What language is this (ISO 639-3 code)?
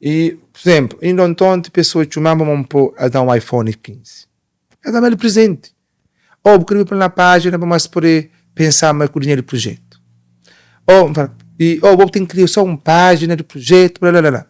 kea